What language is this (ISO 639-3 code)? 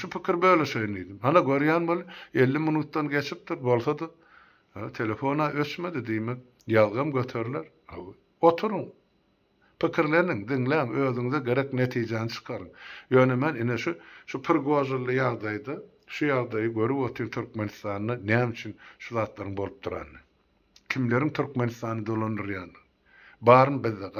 tuk